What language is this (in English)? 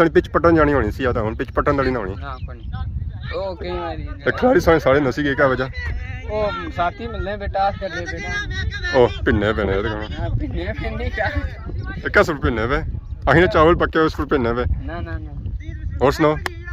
Pahari-Potwari